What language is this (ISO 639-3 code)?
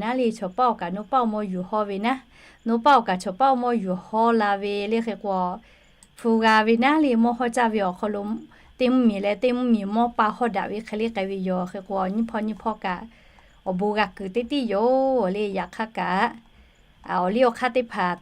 lhu